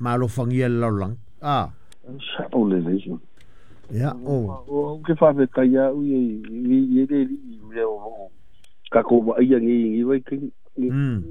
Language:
Samoan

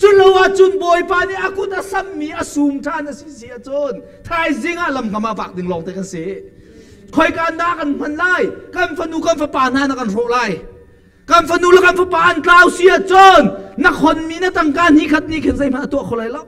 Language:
Hakha Chin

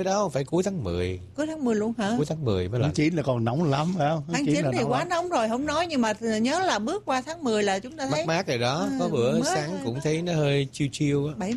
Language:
Vietnamese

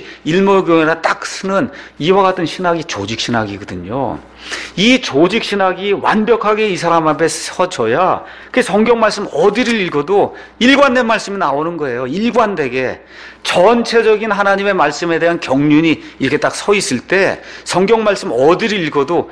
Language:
Korean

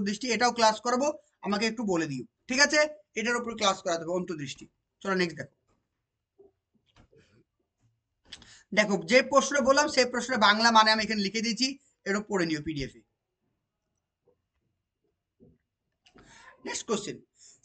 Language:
Bangla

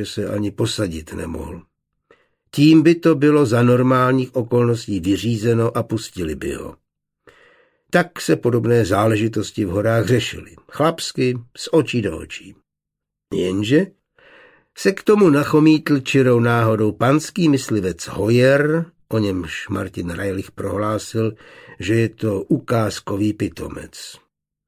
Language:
Czech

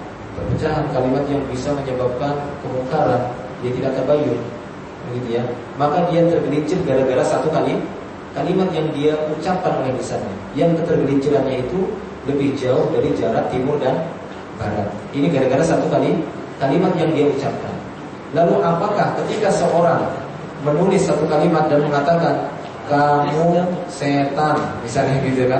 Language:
Indonesian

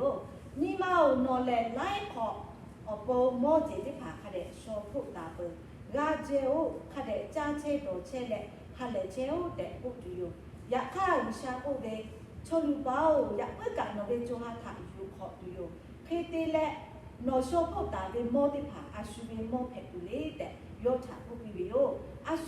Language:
Lahu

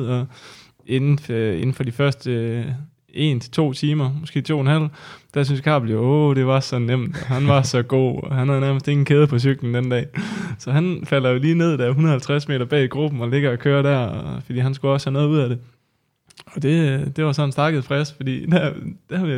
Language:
Danish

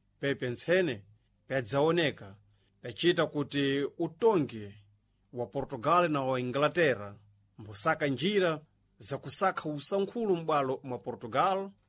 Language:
Sena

